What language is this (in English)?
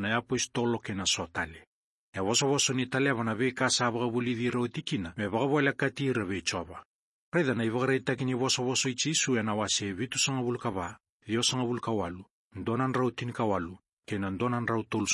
Fijian